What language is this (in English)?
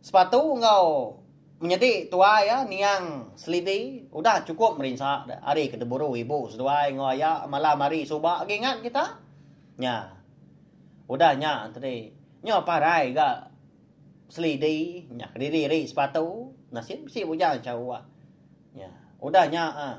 Iban